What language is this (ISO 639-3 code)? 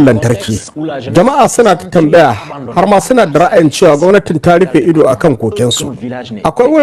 hau